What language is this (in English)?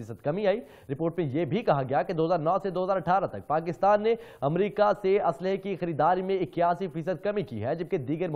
Urdu